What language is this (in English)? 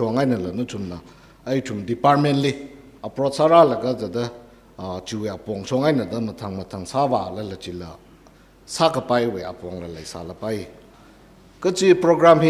Tangkhul Naga (India)